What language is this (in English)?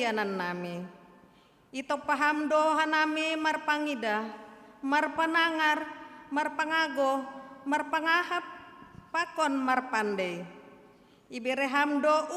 Batak Simalungun